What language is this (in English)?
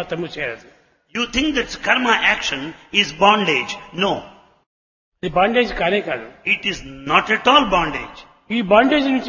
Telugu